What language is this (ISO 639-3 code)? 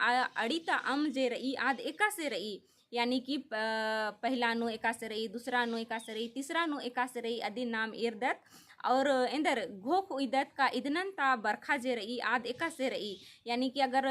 kru